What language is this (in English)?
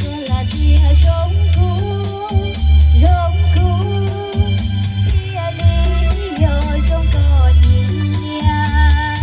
Hmong